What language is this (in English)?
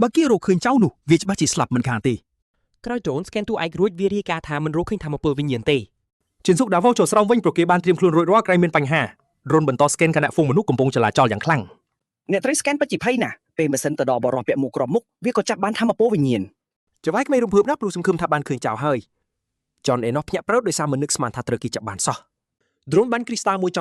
Khmer